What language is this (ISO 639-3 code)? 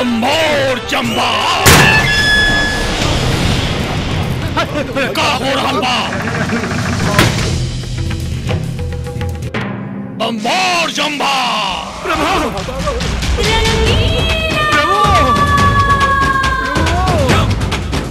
bho